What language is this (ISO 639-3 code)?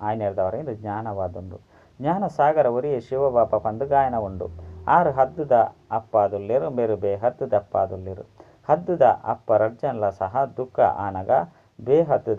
tcy